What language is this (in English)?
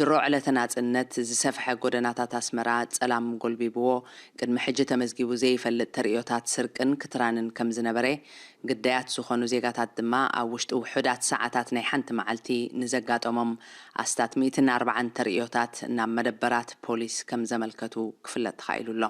Tigrinya